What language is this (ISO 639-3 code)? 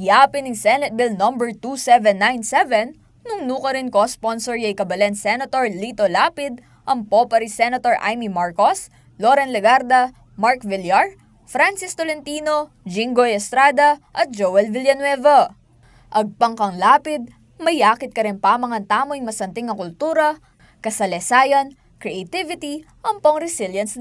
pam